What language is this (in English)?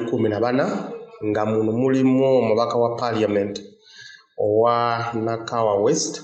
Ganda